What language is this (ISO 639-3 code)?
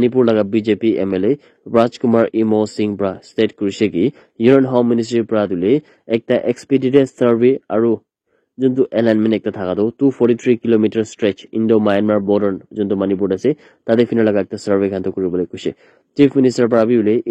nag